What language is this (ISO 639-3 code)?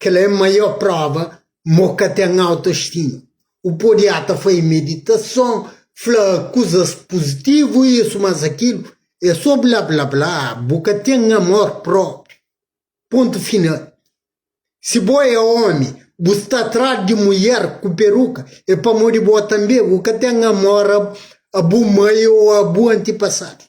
kea